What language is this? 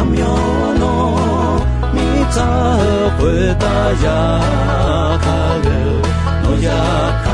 Akha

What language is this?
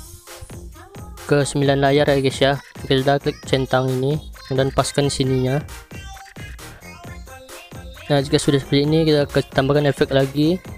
Indonesian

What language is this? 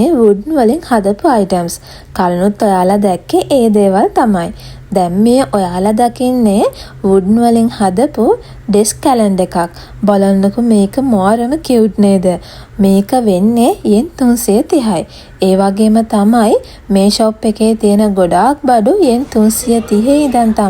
Sinhala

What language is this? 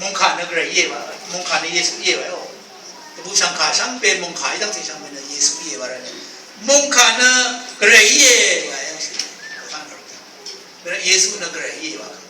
Rawang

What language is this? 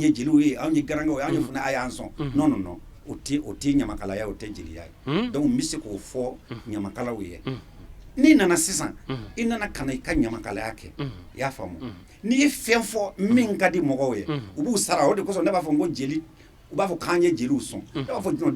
Bambara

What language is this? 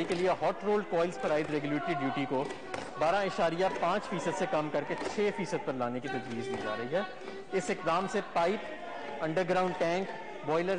Urdu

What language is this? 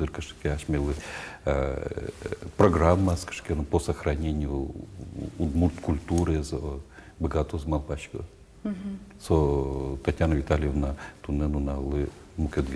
Udmurt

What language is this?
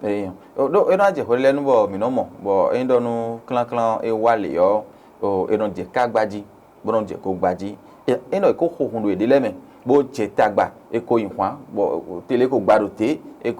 Fon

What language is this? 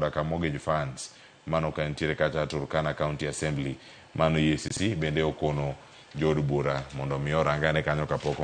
Luo (Kenya and Tanzania)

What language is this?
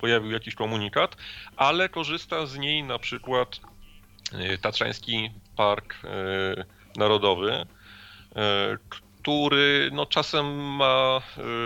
Polish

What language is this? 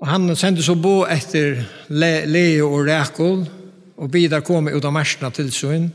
Faroese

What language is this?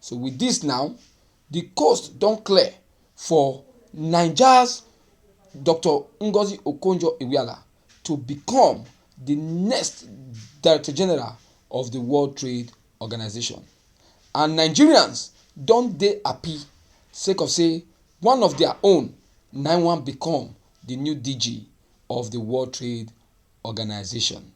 Nigerian Pidgin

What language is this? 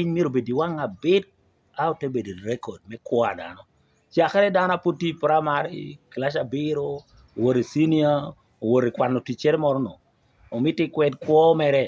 Lango (Uganda)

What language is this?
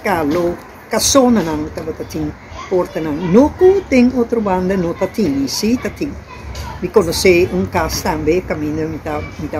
Papiamento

